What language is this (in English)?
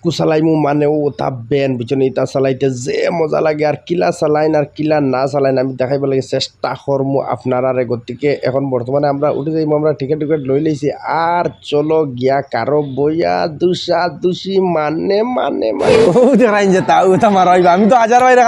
Sylheti